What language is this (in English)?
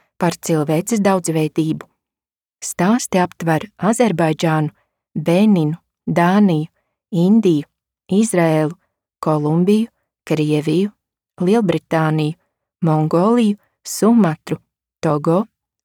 Latvian